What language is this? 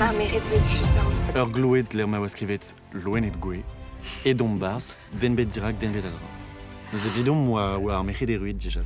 Breton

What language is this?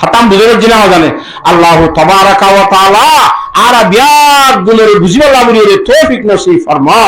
Rohingya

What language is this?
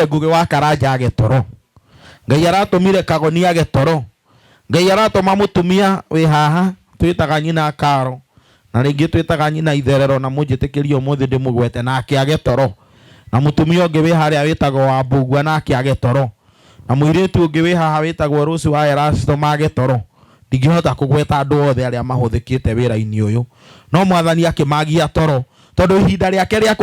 Kikuyu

